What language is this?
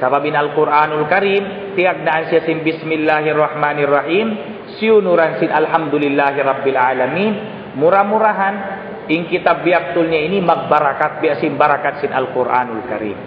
Tausug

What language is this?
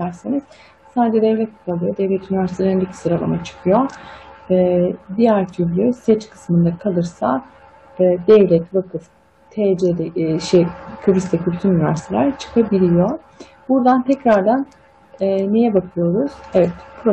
Turkish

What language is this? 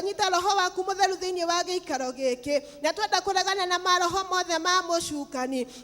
Kikuyu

